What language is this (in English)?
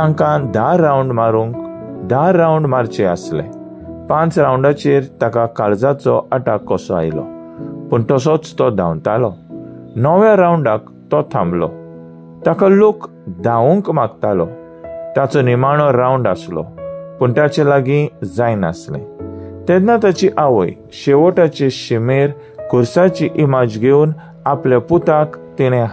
Konkani